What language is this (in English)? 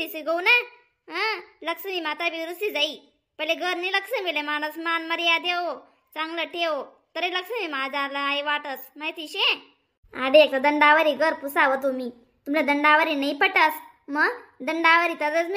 Khandesi